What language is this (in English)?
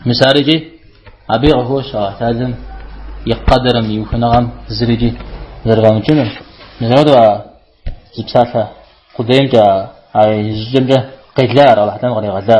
Kabardian